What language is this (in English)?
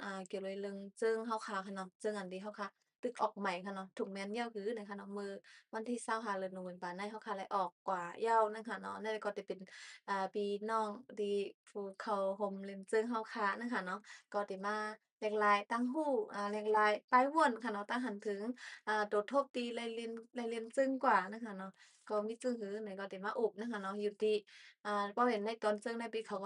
Shan